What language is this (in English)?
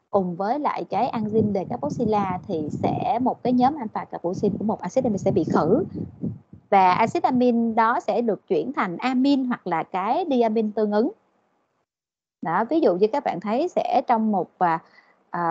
Vietnamese